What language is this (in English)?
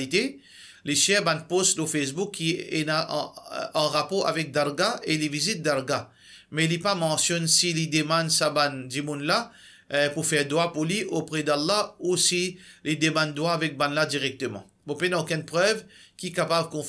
Morisyen